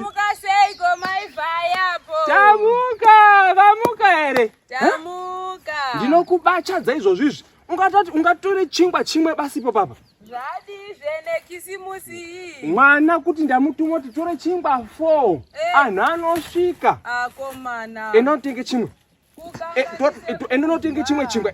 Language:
Shona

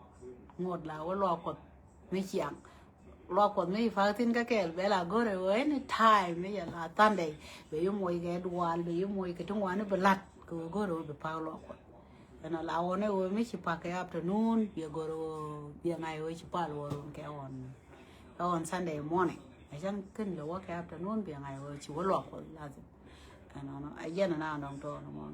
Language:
Nuer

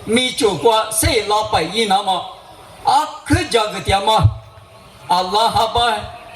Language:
Lisu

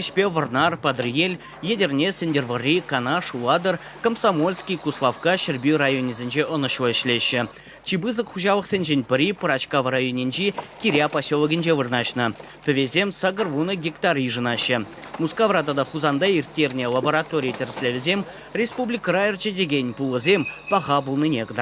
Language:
Chuvash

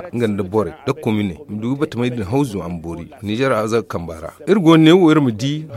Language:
Zarma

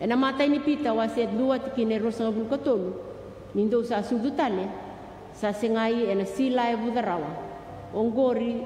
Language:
Fijian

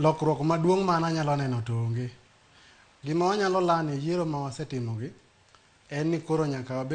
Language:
Luo (Kenya and Tanzania)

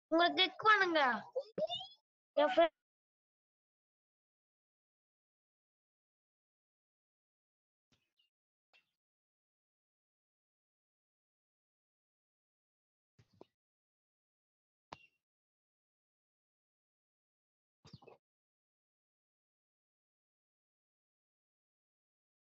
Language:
Tamil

